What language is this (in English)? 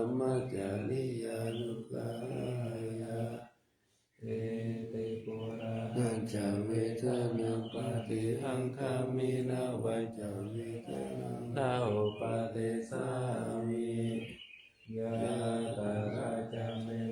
Pali